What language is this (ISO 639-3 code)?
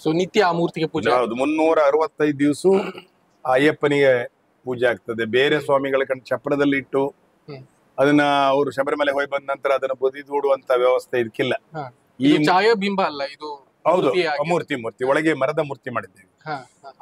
kan